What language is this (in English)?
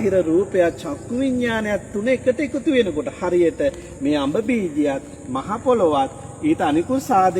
Sinhala